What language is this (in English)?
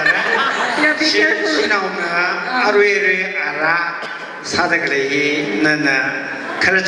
Tangkhul Naga (India)